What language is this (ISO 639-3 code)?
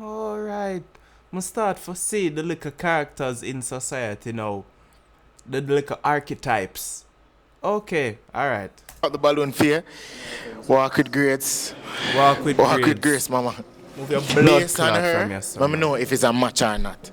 jam